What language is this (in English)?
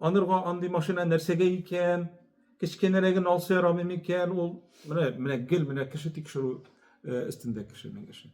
Tatar